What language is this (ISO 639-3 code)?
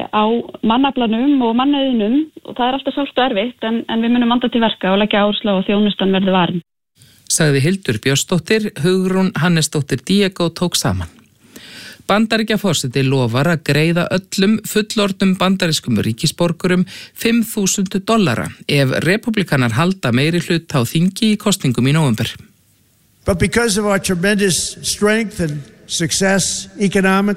isl